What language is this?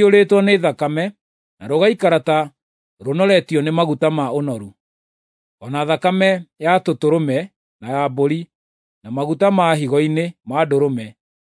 Kikuyu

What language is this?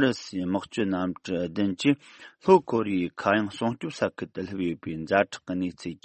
Tibetan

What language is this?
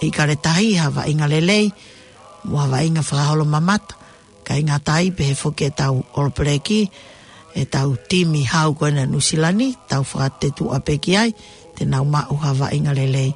Tongan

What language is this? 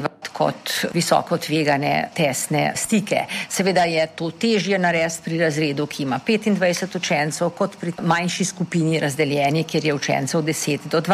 Slovenian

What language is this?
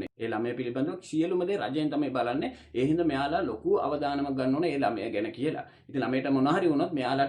Sinhala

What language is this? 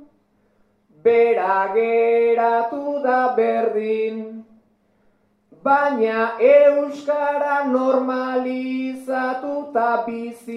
Basque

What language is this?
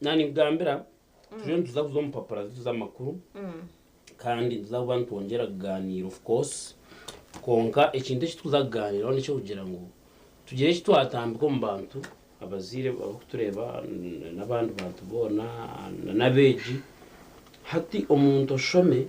Nyankole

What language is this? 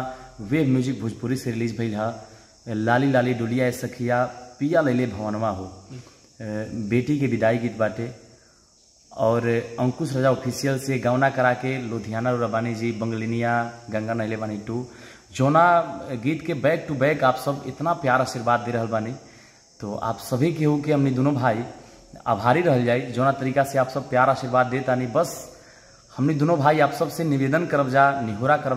Bhojpuri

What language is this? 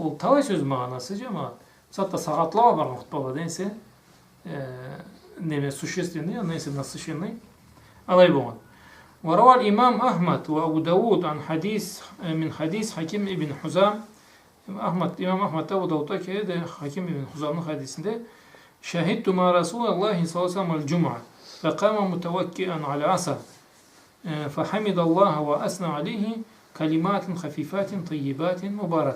Karachay-Balkar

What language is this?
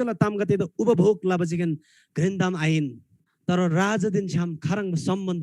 Eastern Tamang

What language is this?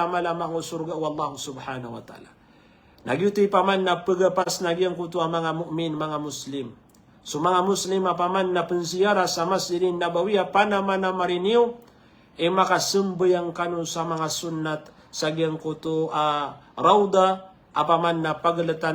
Maranao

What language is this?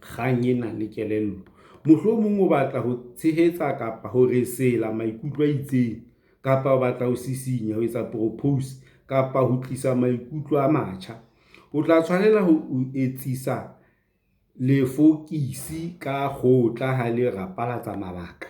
Southern Sotho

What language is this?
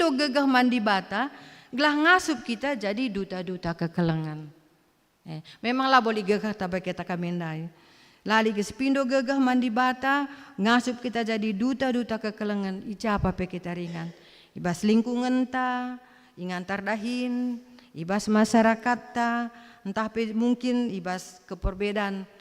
Batak Karo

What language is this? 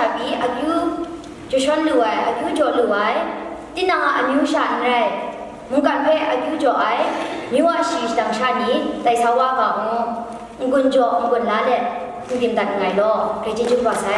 Kachin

